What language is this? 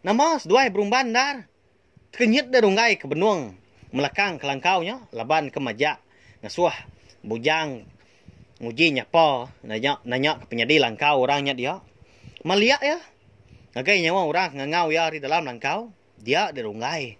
Iban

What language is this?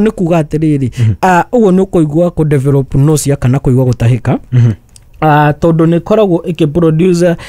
Kikuyu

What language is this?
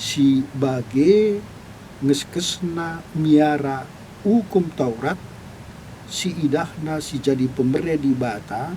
Batak Karo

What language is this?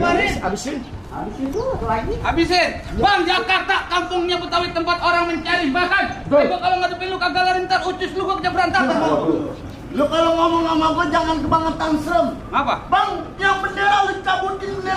Betawi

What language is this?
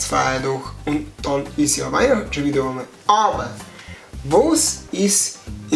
Bavarian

